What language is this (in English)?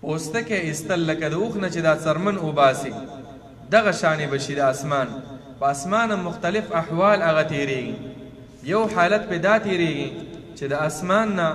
Pashto